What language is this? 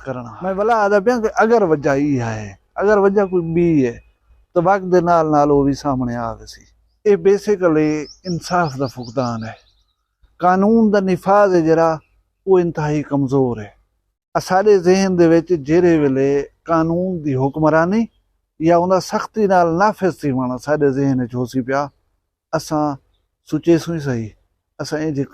Saraiki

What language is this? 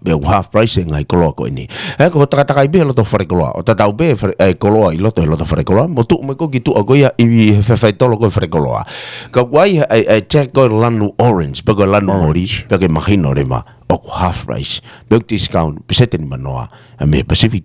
Tongan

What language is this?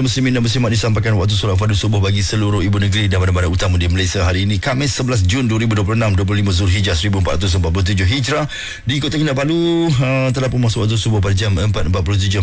Malay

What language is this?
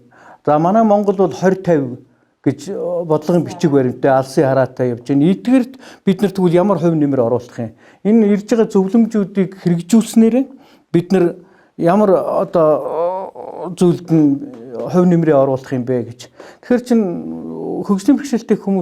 Mongolian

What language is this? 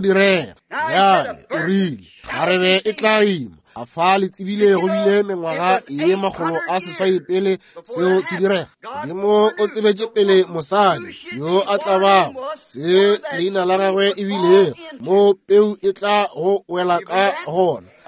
Northern Sotho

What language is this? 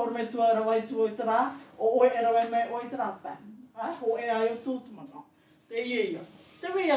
Tahitian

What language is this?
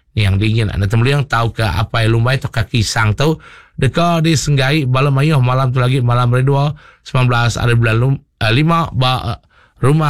Iban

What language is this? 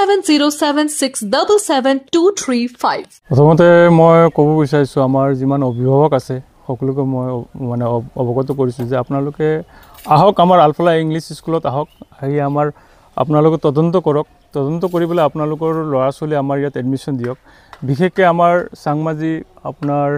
Assamese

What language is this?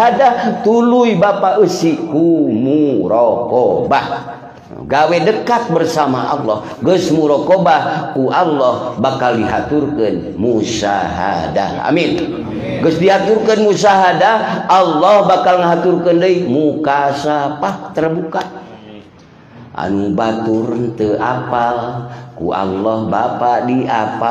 Sundanese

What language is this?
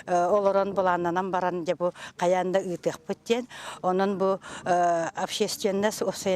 Yakut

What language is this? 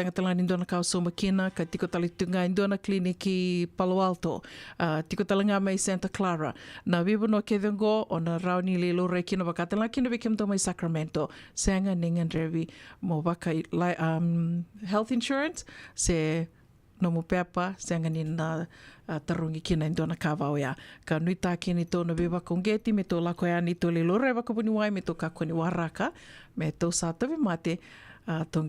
Fijian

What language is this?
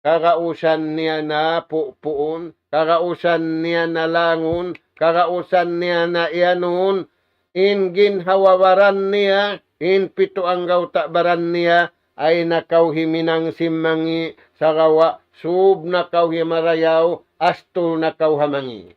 Tausug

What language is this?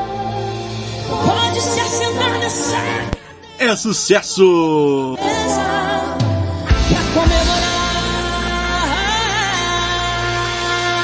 Portuguese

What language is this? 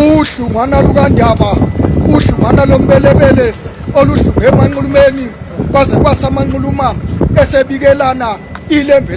Zulu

